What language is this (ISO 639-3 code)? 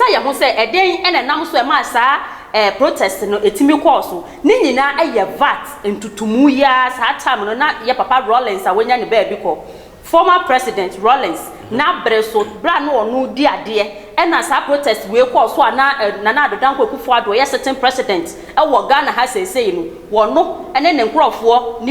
aka